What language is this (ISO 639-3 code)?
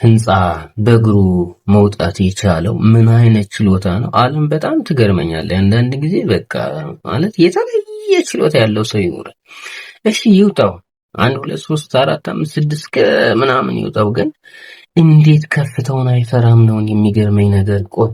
amh